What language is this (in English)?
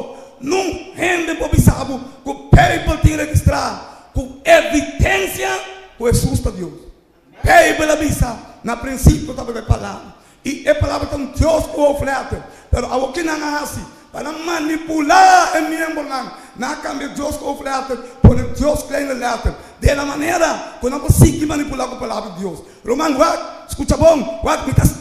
Papiamento